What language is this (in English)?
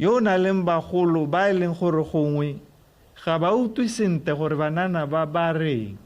Tswana